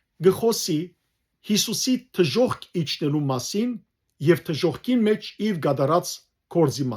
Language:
Western Armenian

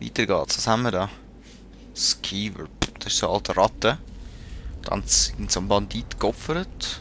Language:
Swiss German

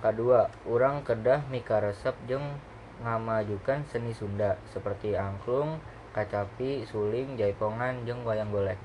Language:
Sundanese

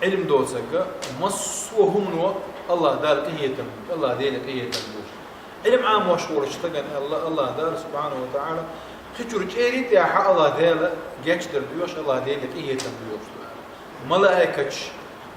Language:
Chechen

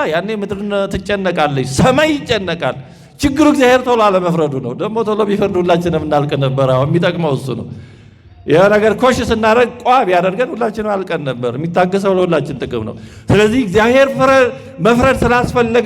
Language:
Amharic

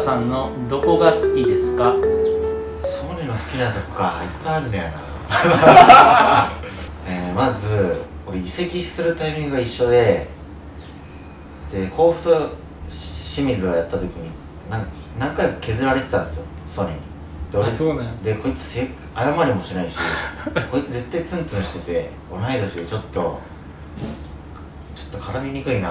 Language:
Japanese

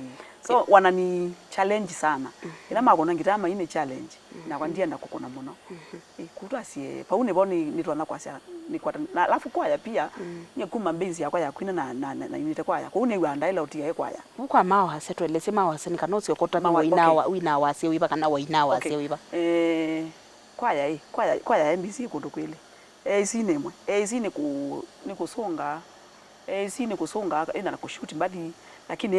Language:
Kamba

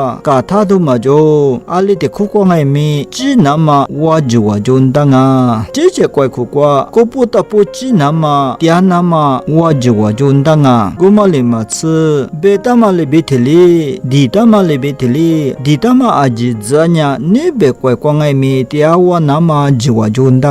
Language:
Lisu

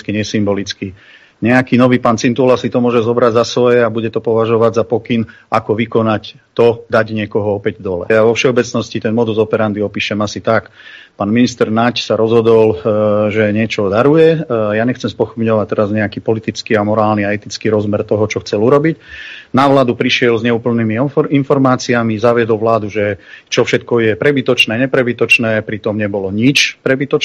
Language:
Slovak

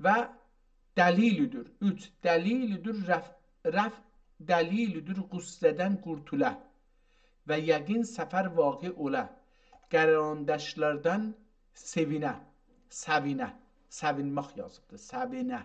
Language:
South Azerbaijani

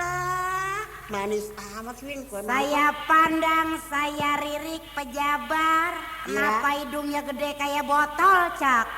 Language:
Betawi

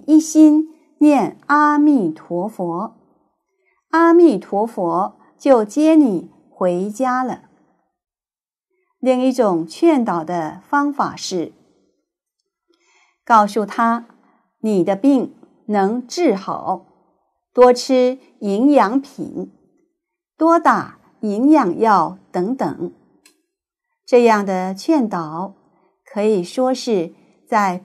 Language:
Chinese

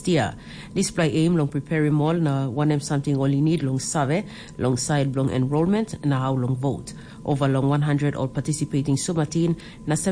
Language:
Tok Pisin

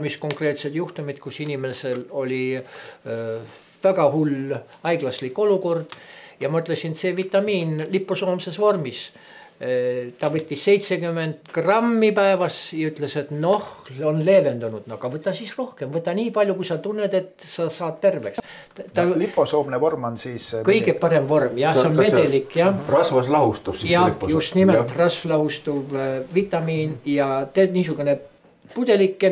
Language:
Estonian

